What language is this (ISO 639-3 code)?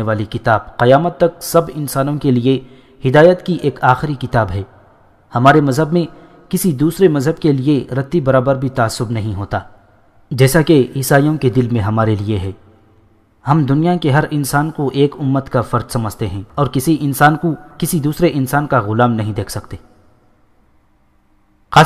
urd